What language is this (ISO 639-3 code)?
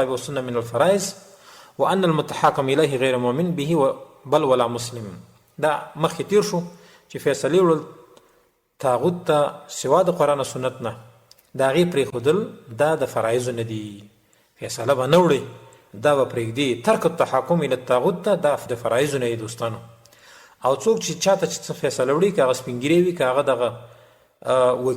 pus